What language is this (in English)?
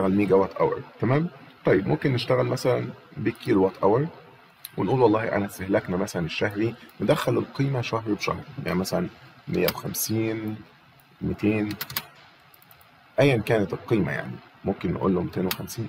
Egyptian Arabic